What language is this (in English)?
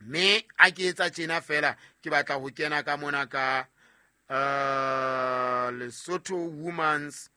Southern Sotho